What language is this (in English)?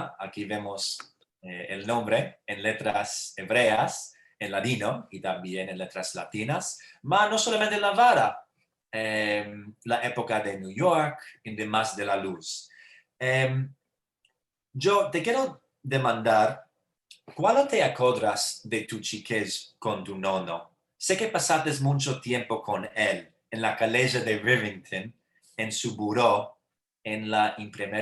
Ladino